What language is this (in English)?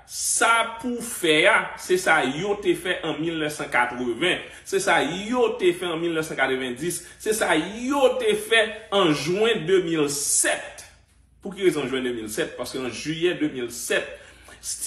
Haitian Creole